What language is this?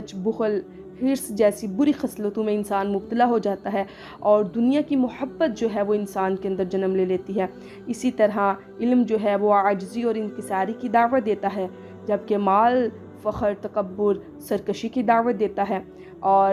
Urdu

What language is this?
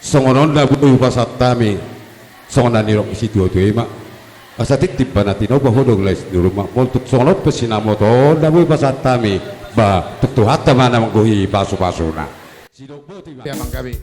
Batak Toba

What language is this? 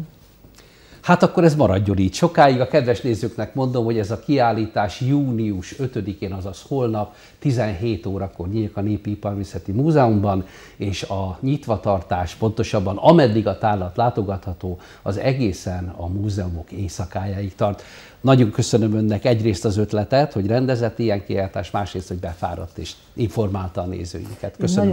Hungarian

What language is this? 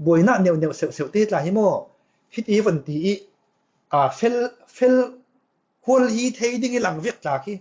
Falam Chin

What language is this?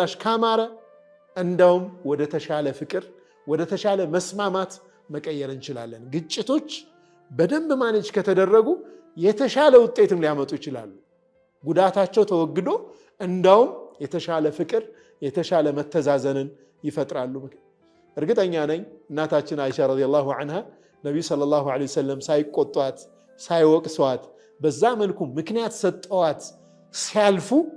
Amharic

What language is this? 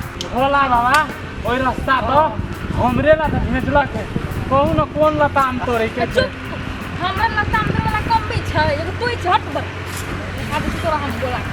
Maithili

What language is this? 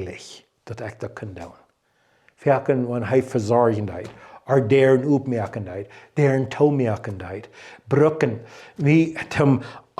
Plautdietsch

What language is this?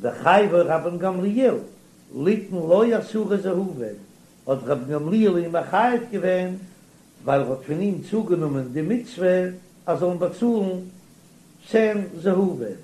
Yiddish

